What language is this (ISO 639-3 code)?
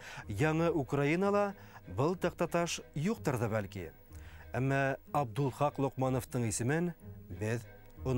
bak